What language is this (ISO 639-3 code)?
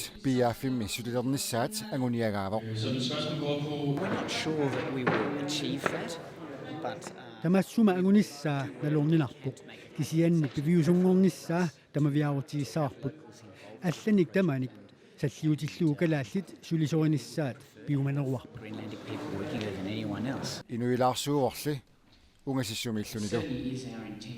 kal